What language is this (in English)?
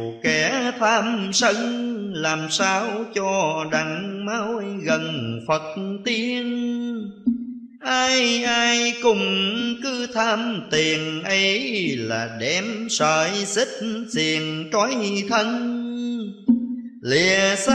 Vietnamese